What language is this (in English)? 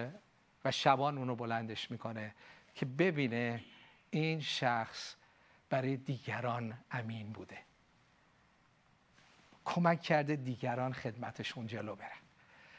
Persian